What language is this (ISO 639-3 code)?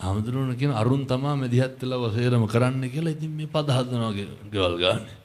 sin